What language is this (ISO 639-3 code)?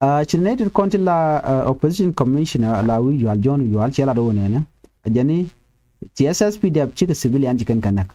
nus